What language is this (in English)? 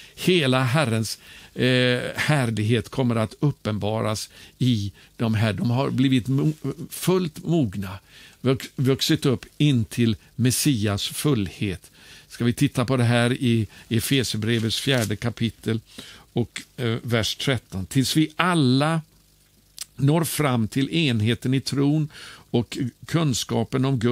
Swedish